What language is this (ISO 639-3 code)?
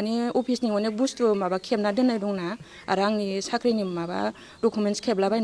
brx